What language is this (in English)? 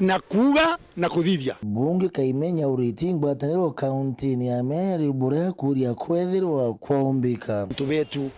Meru